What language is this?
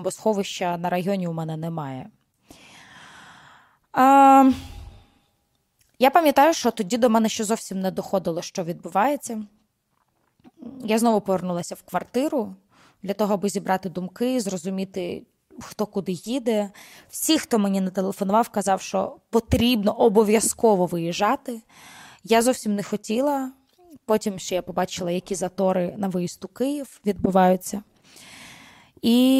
Ukrainian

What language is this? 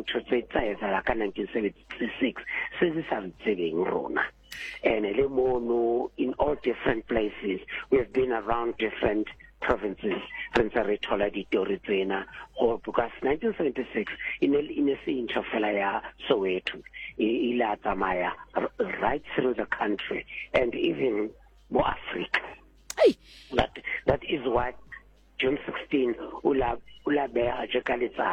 Southern Sotho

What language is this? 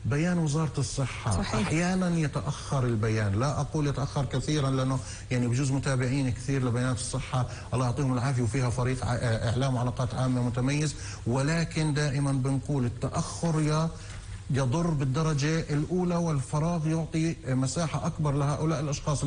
North Levantine Arabic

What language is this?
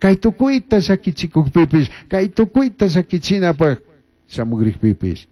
Chimborazo Highland Quichua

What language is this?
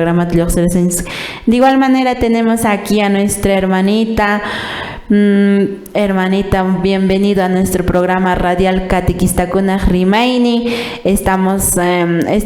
Quechua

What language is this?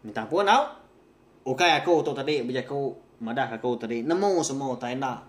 Iban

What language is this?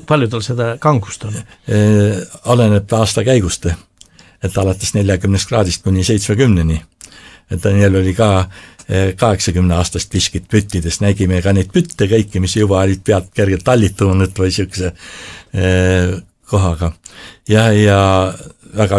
Estonian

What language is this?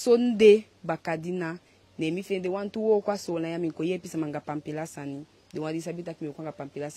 Eastern Maroon Creole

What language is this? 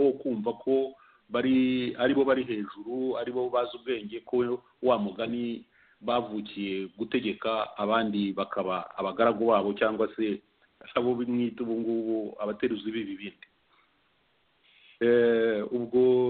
Kinyarwanda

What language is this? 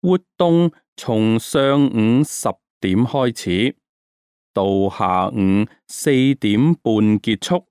Cantonese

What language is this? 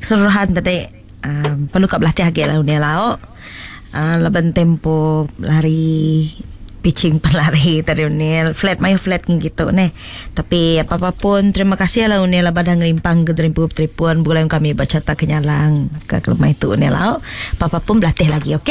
Iban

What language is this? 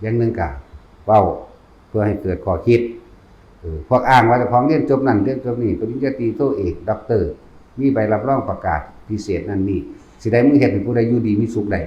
Northeastern Thai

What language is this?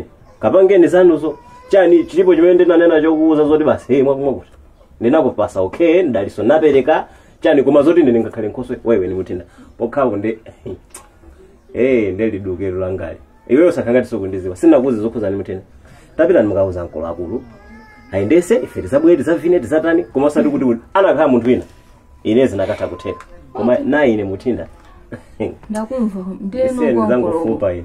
Nyanja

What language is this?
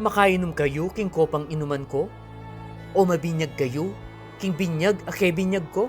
Pampanga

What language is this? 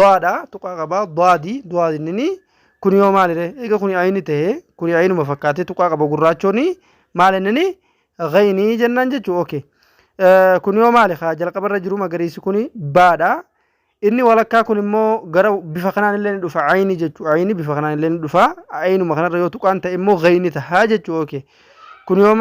Oromo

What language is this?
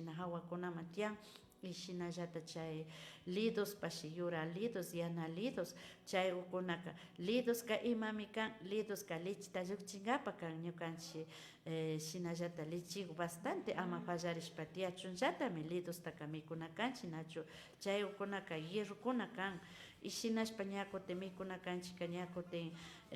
Imbabura Highland Quichua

